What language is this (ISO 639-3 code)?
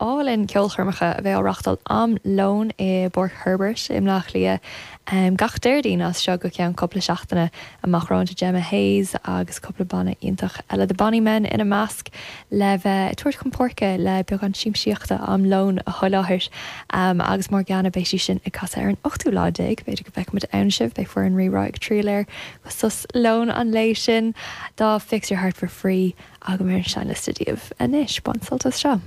gle